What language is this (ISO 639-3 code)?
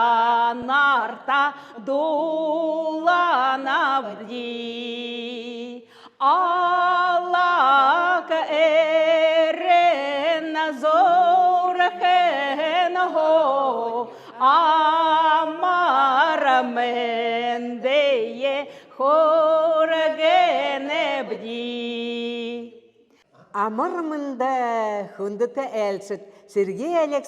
bua